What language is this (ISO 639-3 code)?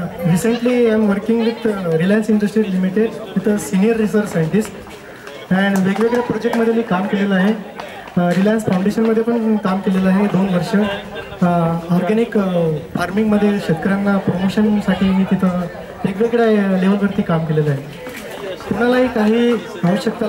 mar